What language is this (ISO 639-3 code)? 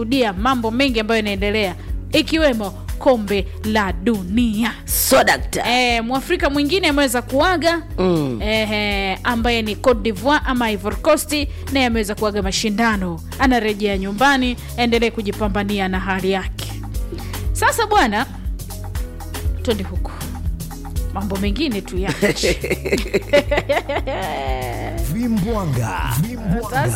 swa